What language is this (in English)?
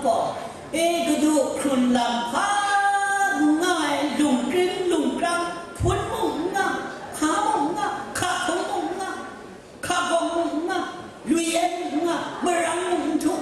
Kachin